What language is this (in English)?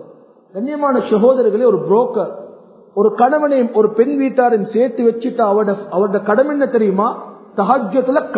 Tamil